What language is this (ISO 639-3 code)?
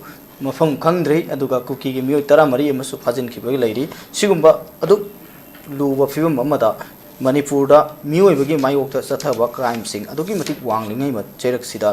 mni